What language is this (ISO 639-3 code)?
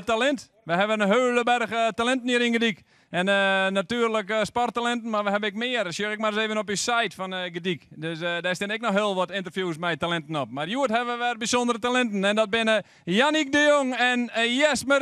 fry